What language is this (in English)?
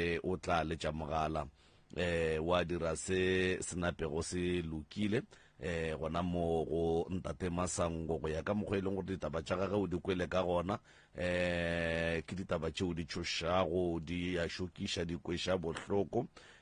Northern Sotho